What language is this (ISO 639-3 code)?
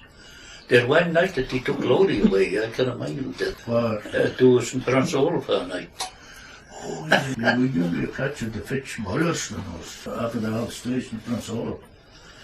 sco